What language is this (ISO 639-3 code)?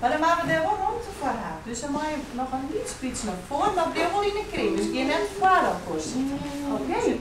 fry